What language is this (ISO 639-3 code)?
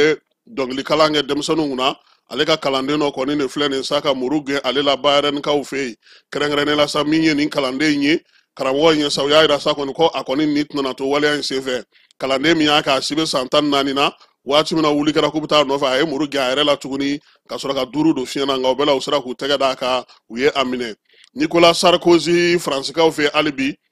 bam